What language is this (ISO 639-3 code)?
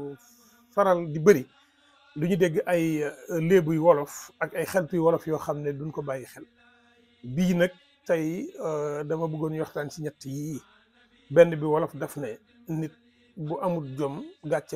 wol